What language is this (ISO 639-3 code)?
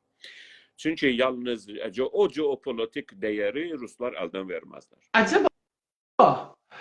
azb